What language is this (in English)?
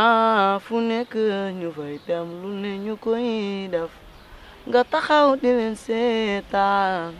Wolof